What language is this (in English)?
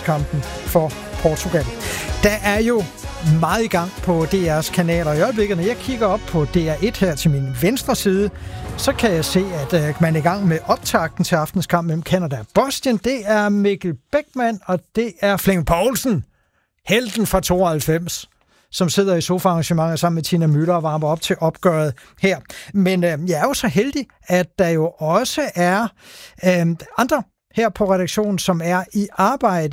Danish